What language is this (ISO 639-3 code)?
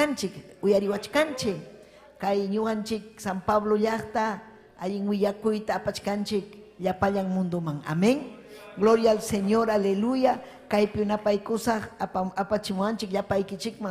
quy